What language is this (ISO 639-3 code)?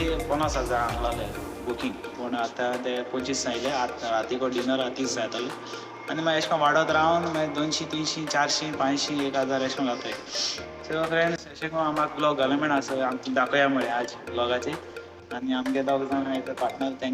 kok